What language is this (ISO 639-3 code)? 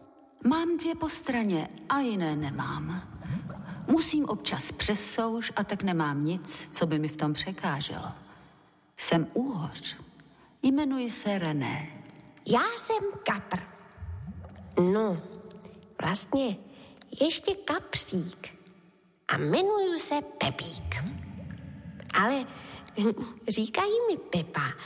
ces